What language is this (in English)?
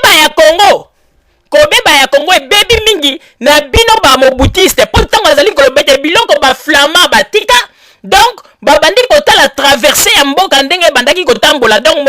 Lingala